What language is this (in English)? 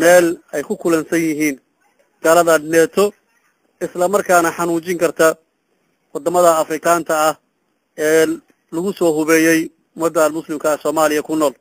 Somali